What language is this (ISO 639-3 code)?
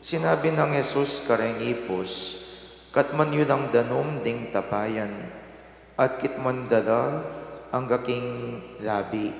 pam